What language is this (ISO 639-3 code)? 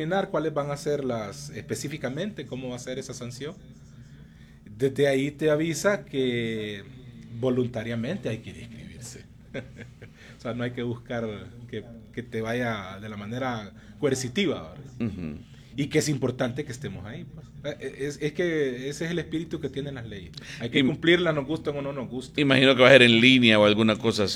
spa